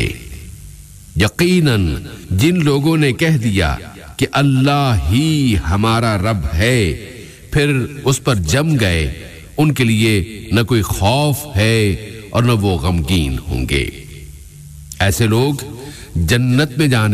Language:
Urdu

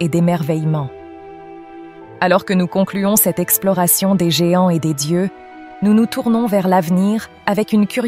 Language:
French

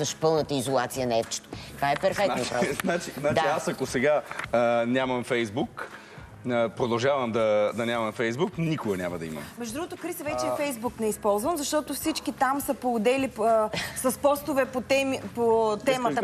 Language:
Bulgarian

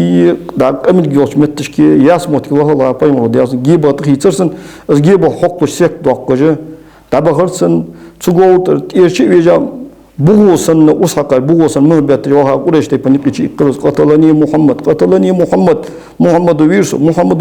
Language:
Ingush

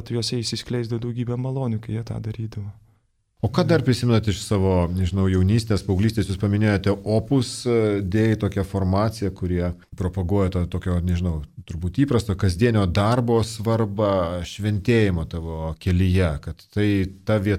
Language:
Lithuanian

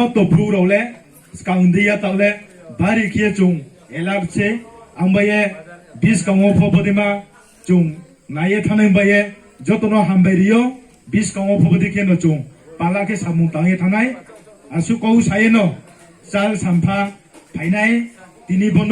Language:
Riang (India)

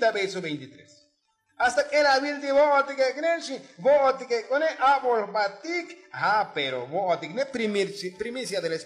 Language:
Tzotzil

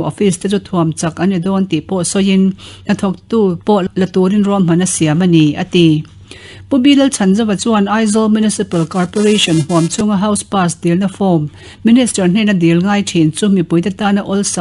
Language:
Mizo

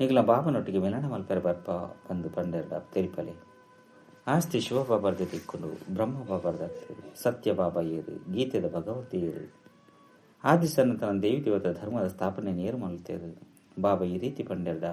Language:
Tulu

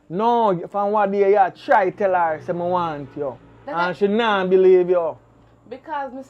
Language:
Jamaican Creole English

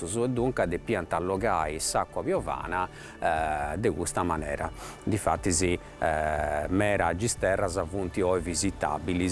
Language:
Sardinian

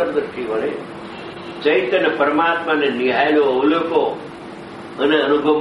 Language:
Gujarati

